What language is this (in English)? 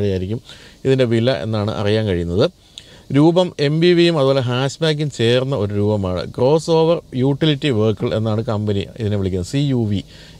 Malayalam